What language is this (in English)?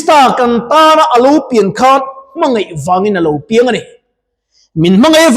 Mizo